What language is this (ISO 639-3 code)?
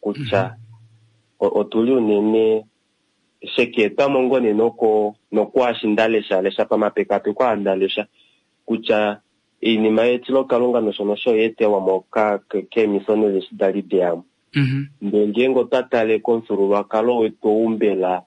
kua